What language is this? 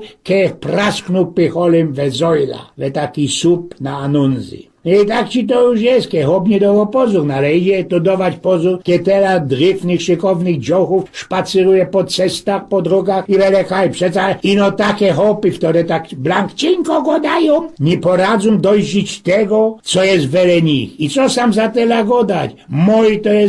Silesian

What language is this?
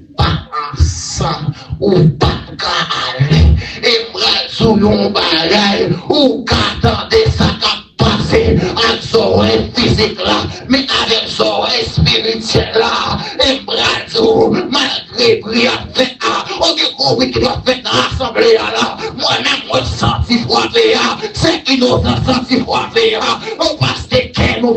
Haitian Creole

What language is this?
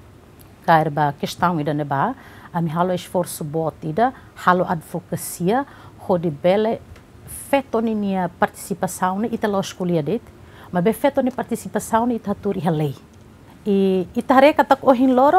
Tetum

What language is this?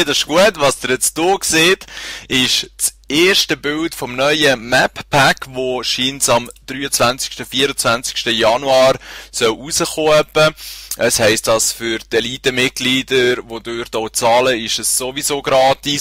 Swiss German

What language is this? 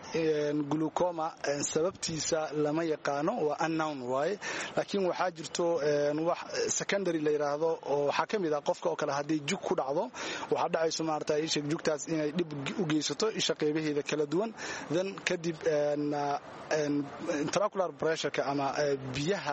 Somali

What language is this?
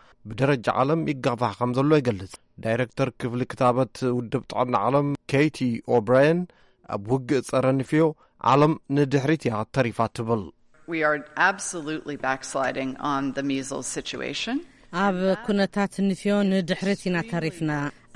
Tigrinya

